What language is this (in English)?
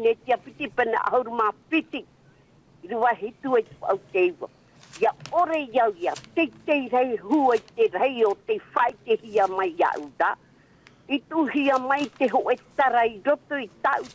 Tahitian